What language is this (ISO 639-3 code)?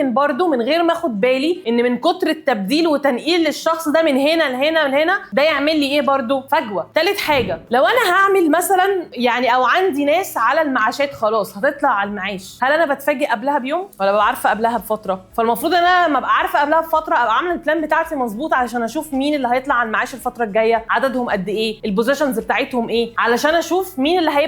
arz